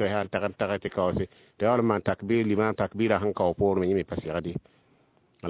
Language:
Mossi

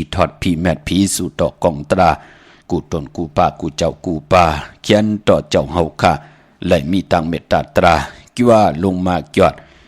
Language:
Shan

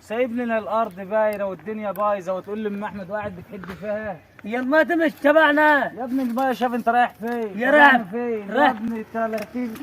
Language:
Egyptian Arabic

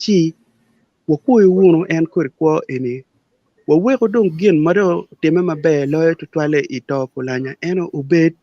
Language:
Acoli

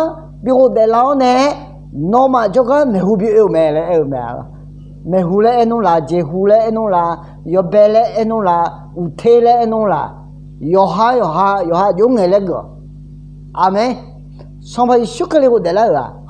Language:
Akha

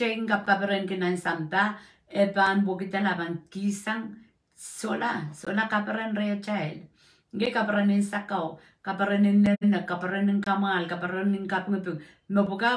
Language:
Pohnpeian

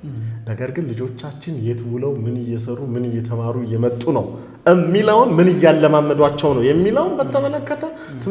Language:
Amharic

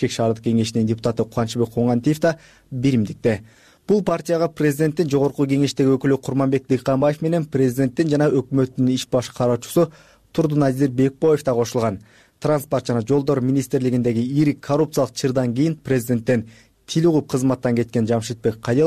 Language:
Kyrgyz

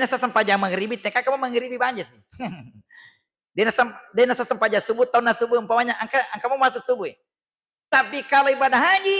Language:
Buginese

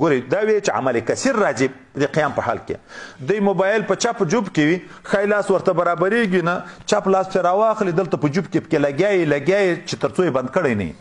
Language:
Pashto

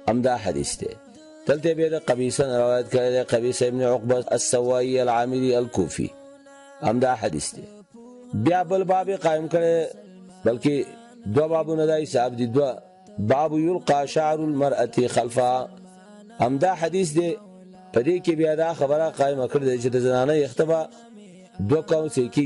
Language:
Pashto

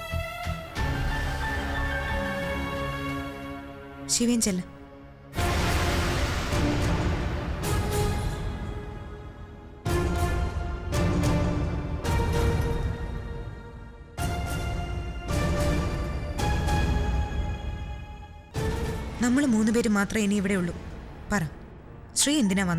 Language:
Malayalam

